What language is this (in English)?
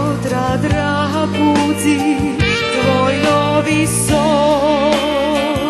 Rusyn